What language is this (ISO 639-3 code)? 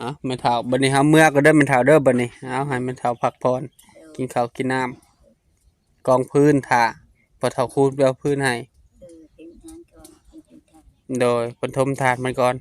tts